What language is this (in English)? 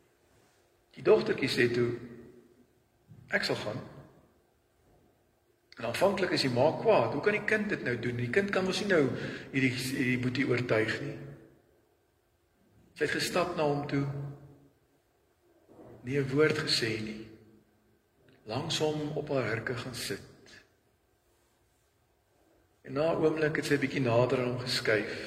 Afrikaans